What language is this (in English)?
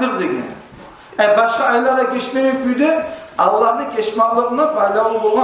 Kumyk